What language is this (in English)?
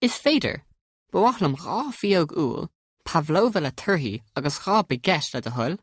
Irish